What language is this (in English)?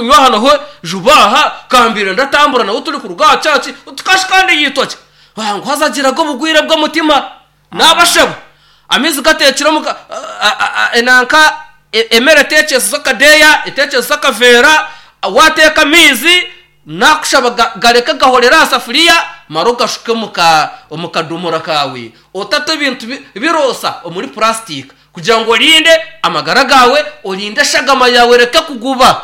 Nyankole